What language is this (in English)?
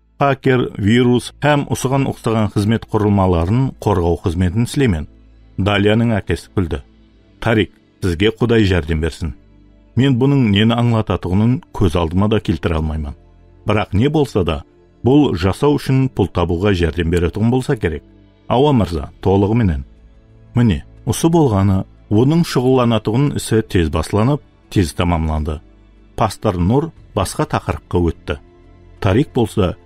Kara-Kalpak